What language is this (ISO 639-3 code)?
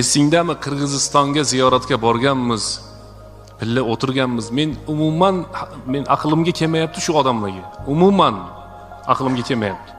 uzb